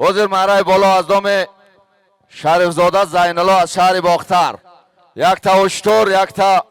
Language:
Tajik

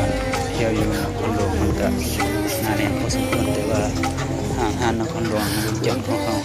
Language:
Lao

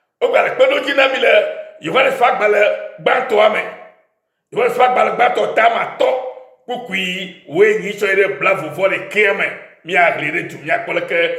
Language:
Ewe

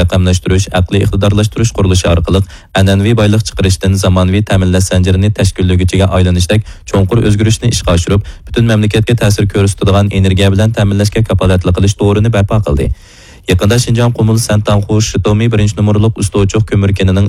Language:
Uyghur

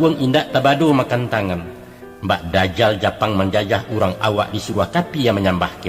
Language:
Minangkabau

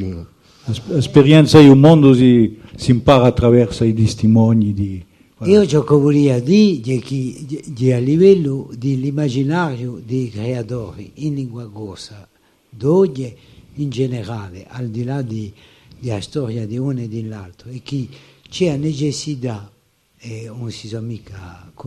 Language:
Corsican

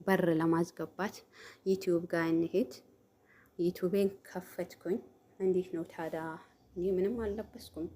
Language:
Amharic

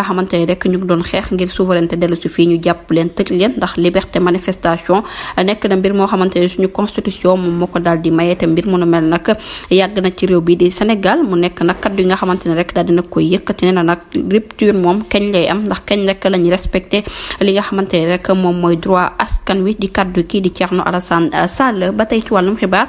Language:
Wolof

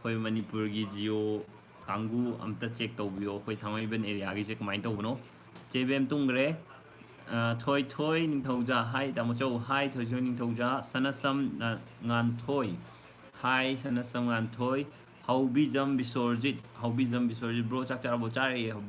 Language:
Manipuri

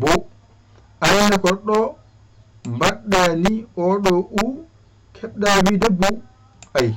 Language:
Fula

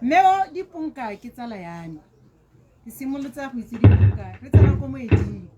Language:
Tswana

